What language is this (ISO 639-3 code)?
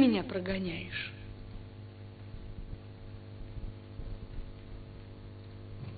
rus